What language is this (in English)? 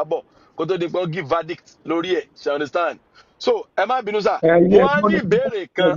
Yoruba